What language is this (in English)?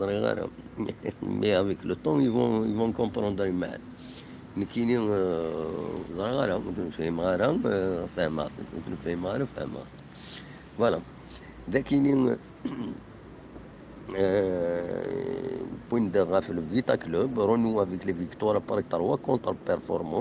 Kabyle